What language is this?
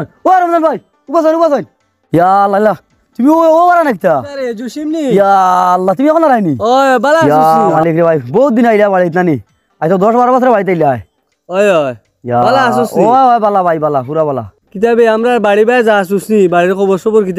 Sylheti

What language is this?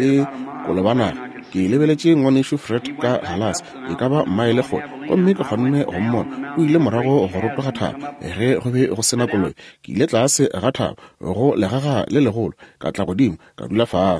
Northern Sotho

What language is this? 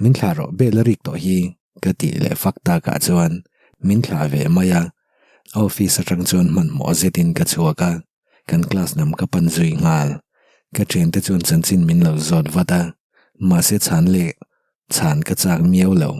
Mizo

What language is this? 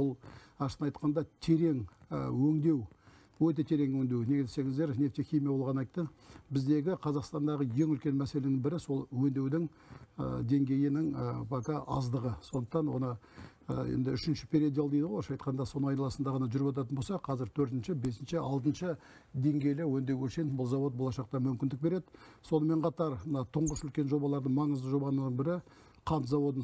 Kazakh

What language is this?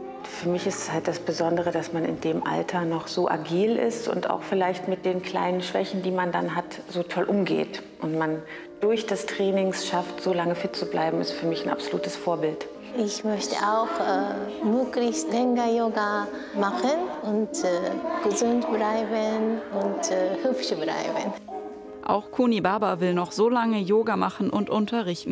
German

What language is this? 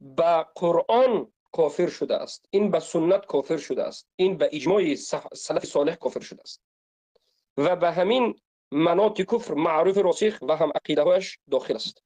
Tajik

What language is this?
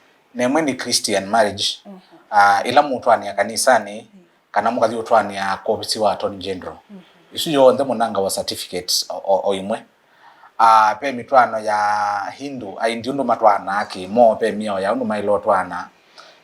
Kamba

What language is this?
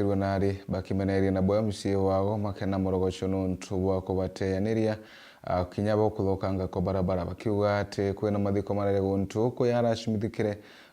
Meru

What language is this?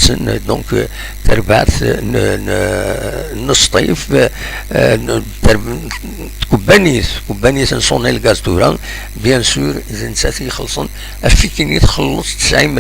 Kabyle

